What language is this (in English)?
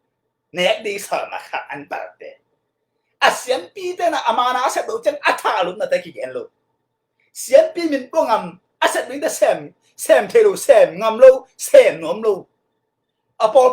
Tedim Chin